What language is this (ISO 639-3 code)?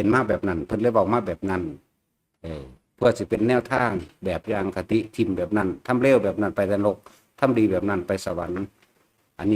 tts